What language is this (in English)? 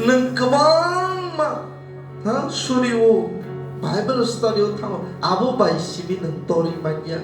Kok Borok